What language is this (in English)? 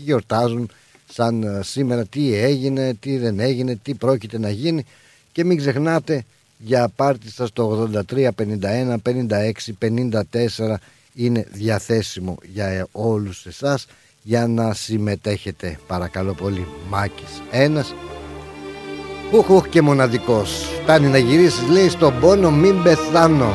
Greek